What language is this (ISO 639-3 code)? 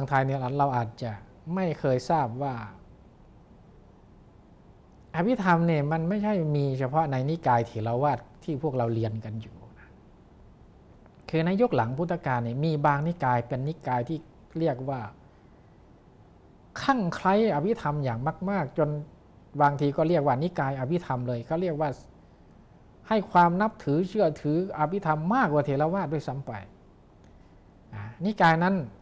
tha